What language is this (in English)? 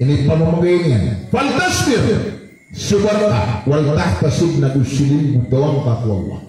Maranao